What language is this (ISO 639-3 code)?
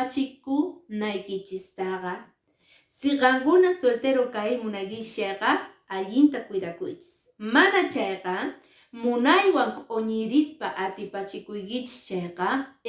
que